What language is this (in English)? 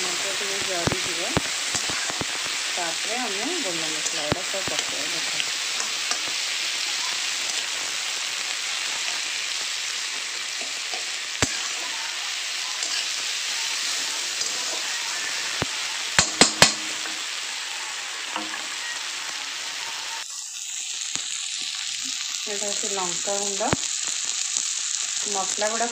Odia